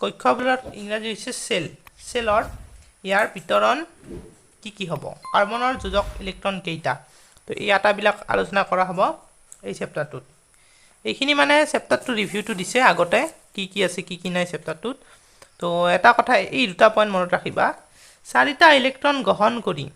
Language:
Assamese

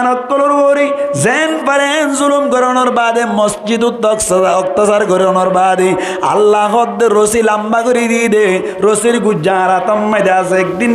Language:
Rohingya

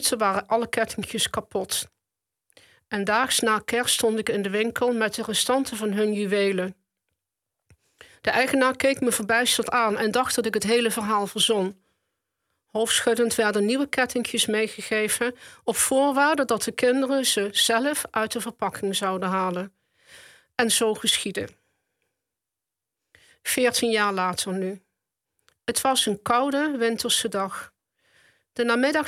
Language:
Dutch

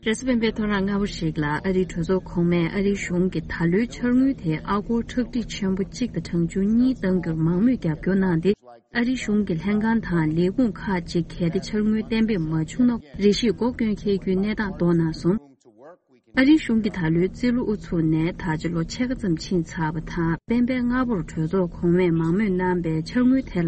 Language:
Tibetan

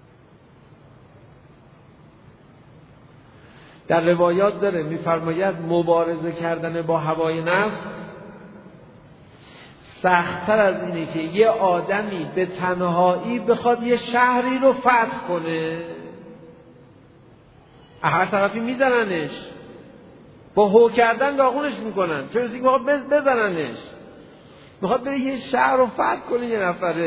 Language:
Persian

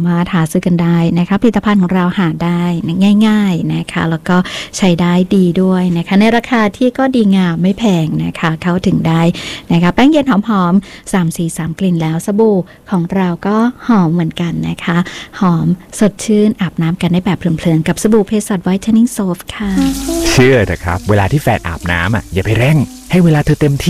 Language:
Thai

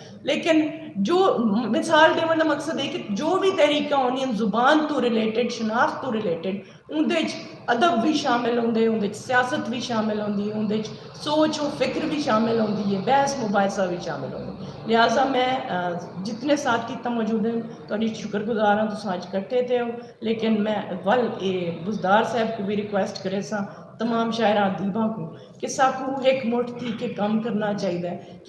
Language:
Saraiki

